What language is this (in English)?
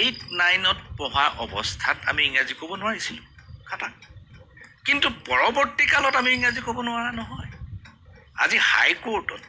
Assamese